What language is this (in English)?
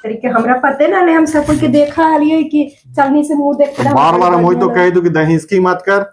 Magahi